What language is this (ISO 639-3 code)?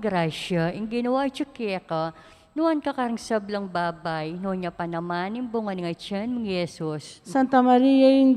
pam